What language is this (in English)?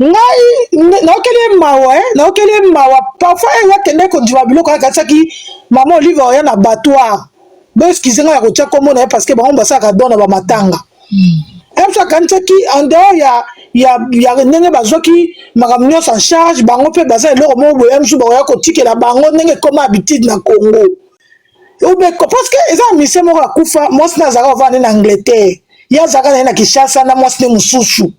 Lingala